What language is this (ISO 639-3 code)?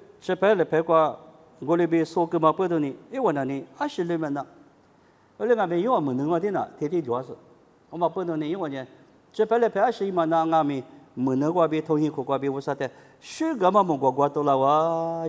lis